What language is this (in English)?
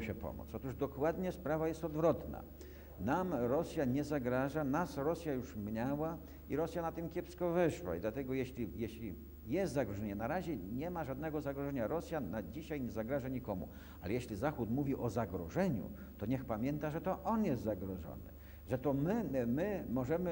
Polish